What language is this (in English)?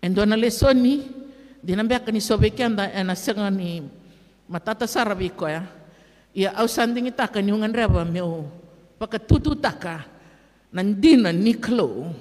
Fijian